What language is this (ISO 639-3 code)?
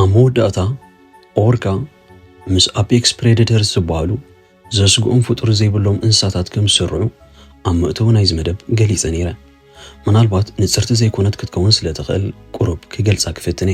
tir